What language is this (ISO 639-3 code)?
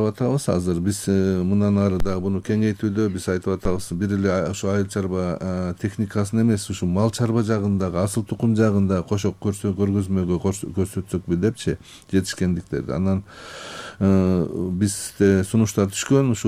kir